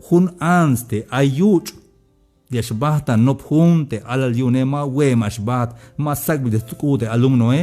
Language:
Tzeltal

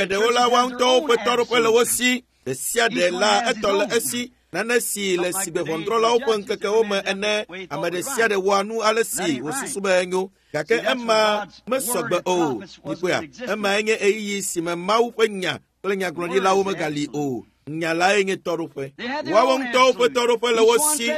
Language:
Ewe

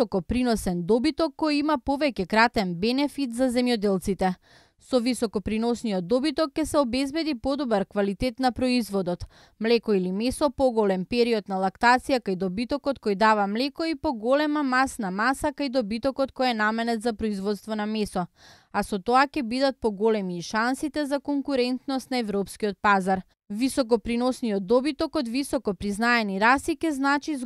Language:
Macedonian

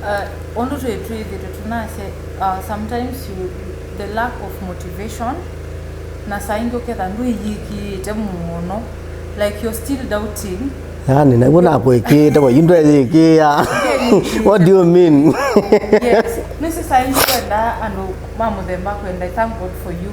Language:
Kamba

